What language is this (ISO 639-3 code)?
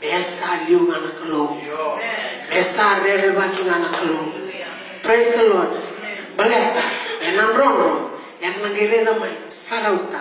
fij